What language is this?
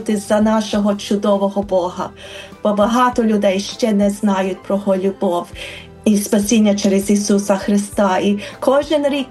Ukrainian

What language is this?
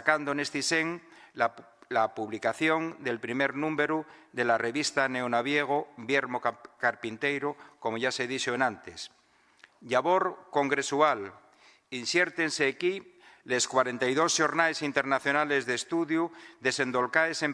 Asturian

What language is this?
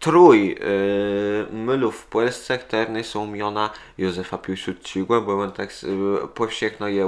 Kashubian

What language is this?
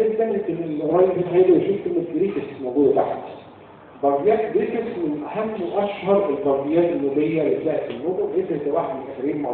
Egyptian Arabic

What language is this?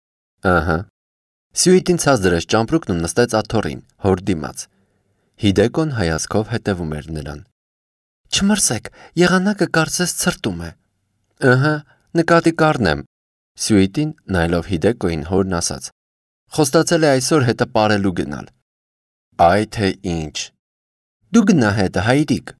Armenian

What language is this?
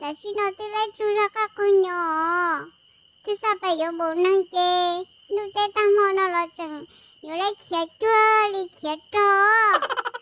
Hmong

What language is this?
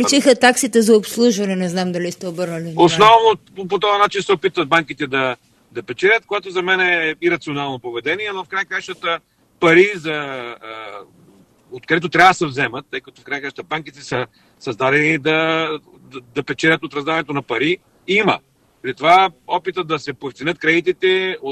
Bulgarian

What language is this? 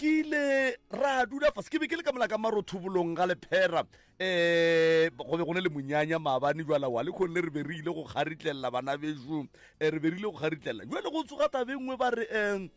Northern Sotho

